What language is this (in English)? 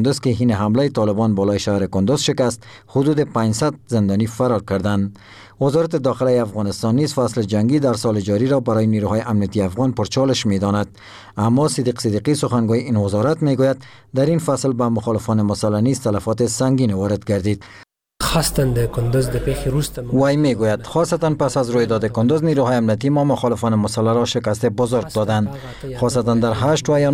Persian